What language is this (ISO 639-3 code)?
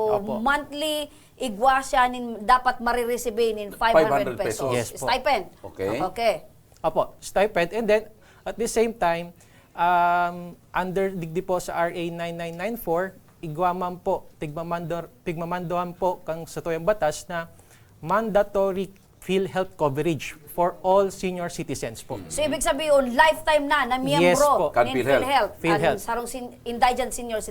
bik